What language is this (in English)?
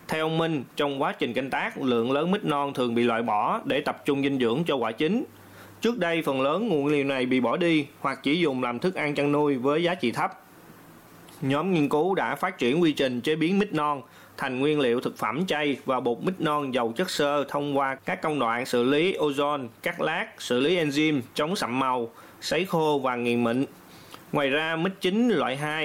Vietnamese